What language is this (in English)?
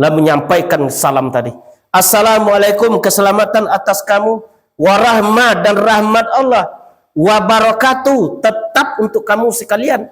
Minangkabau